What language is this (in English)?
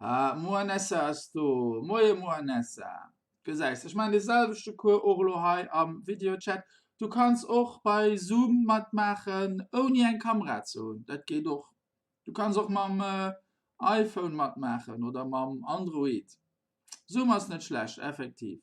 Luxembourgish